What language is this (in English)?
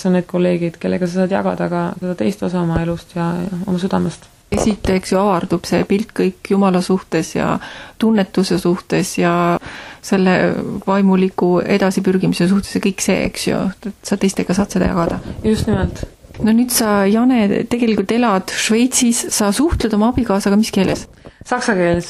Estonian